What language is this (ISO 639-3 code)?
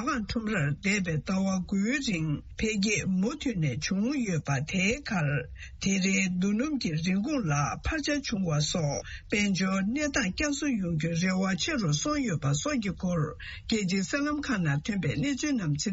bod